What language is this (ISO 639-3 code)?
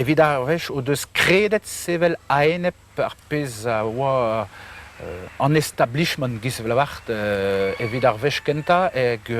bre